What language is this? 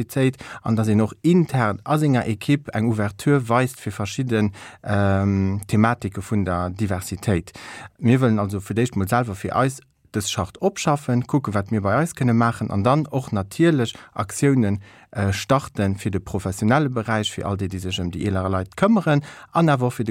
Luxembourgish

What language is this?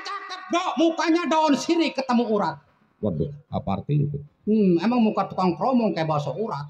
Betawi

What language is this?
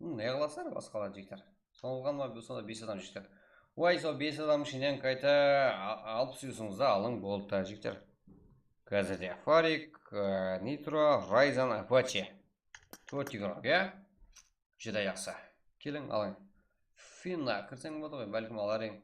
Kara-Kalpak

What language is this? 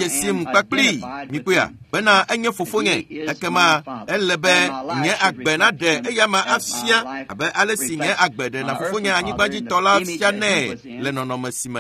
Ewe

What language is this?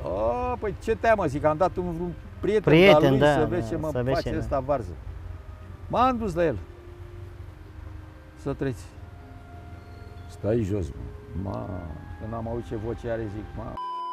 Romanian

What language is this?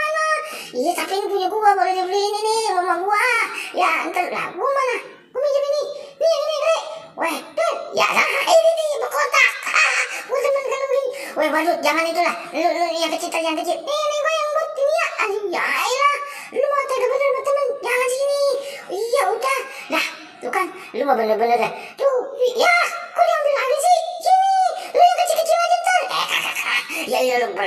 Betawi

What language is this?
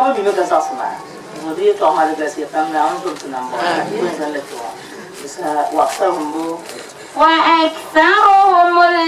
Dagbani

